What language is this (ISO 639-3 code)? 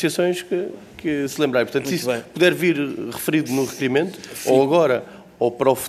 por